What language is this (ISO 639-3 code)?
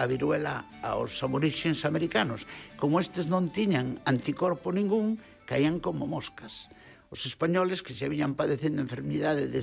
glg